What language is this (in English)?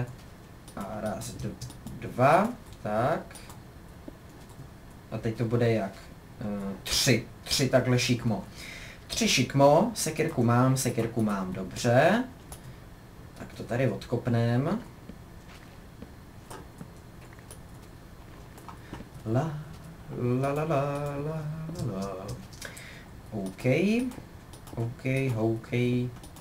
Czech